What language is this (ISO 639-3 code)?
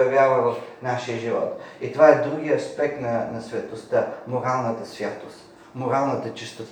bul